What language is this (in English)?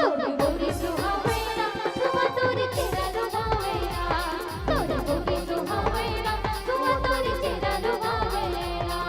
Chhattisgarhi